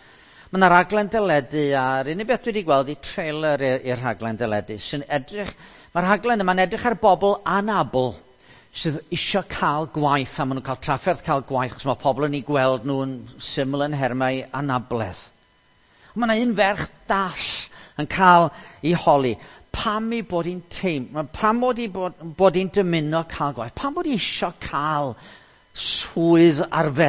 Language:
Welsh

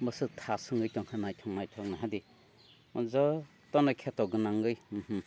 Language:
Kok Borok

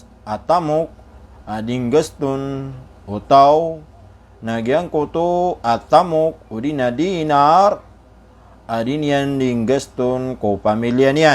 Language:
Maranao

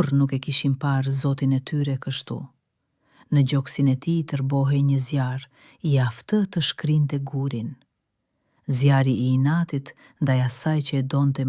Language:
Albanian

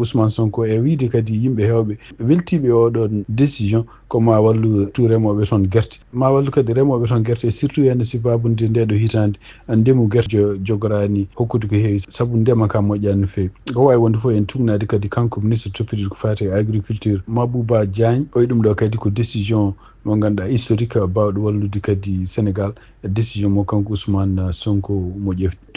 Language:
Fula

